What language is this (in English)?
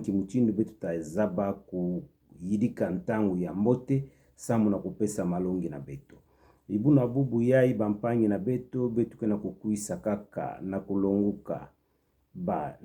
Kituba (Democratic Republic of Congo)